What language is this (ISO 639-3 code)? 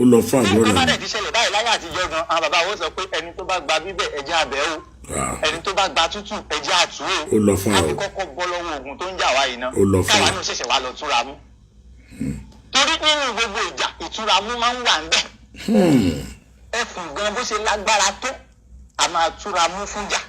yor